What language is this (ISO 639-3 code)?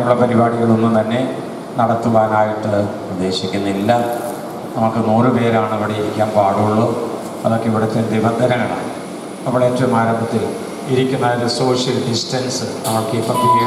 mal